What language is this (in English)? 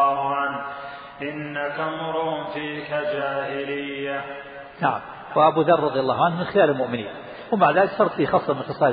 Arabic